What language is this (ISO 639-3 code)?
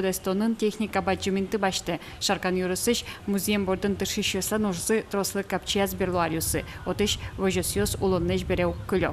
udm